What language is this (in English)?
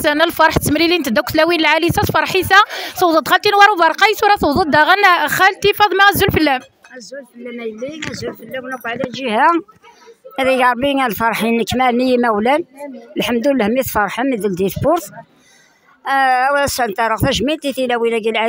Kabyle